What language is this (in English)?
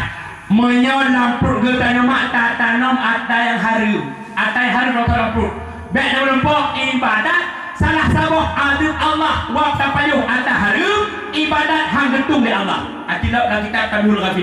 Achinese